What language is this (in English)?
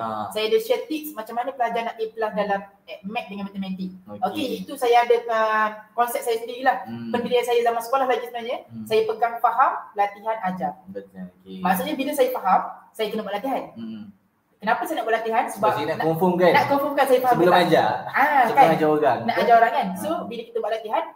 Malay